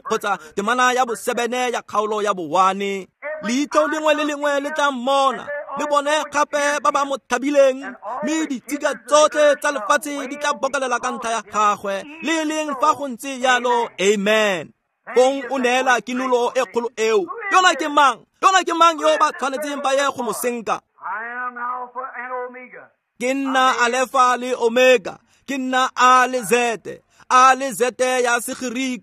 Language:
Tswana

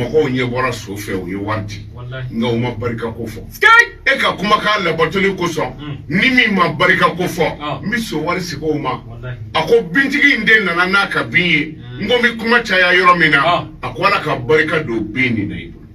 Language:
Bambara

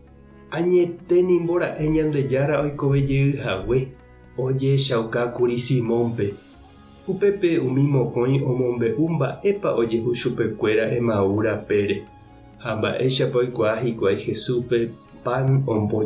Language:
Guarani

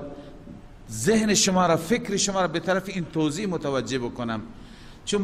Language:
Persian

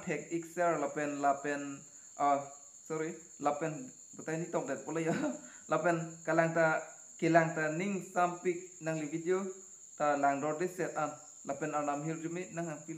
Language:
Karbi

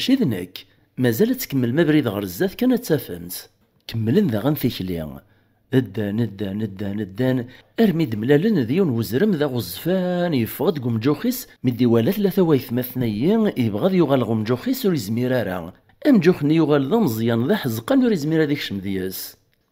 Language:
Kabyle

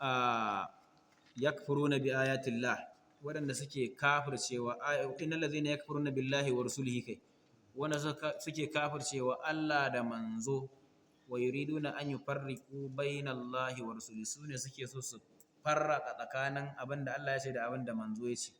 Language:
Hausa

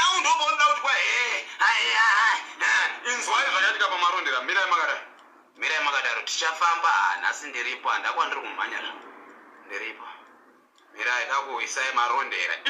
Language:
Shona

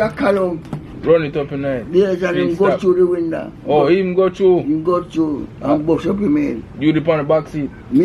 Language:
Jamaican Creole English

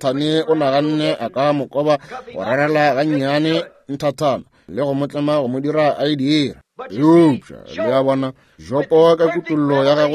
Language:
Northern Sotho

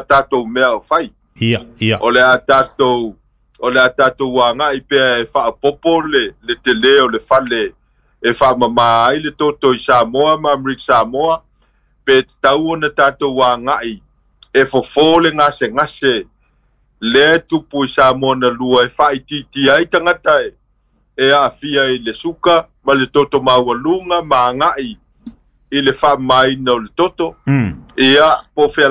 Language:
Samoan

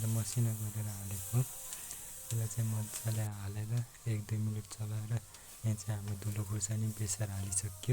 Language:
Nepali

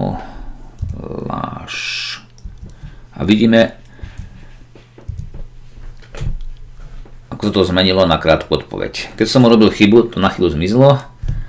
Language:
Slovak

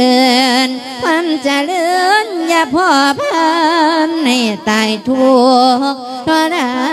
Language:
Lao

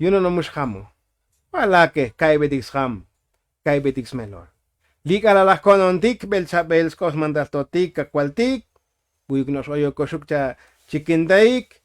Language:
Tzotzil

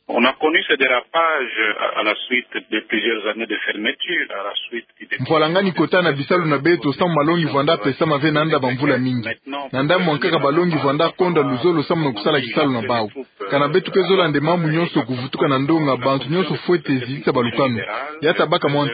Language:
Kituba (Democratic Republic of Congo)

